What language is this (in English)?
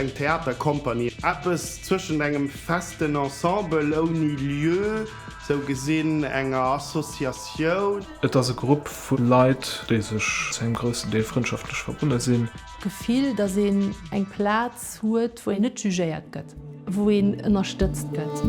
Luxembourgish